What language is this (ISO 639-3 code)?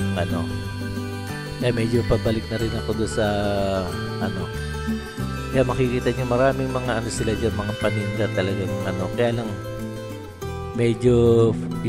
fil